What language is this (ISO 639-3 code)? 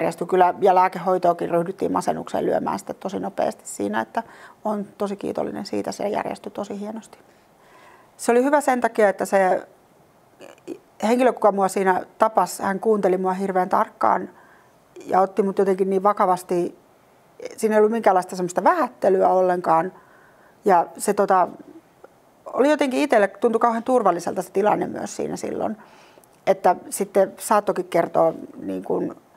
fin